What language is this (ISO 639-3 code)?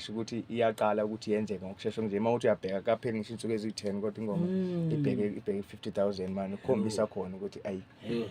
zul